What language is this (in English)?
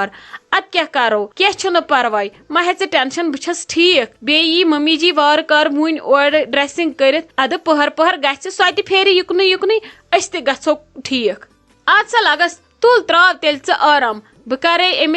Kashmiri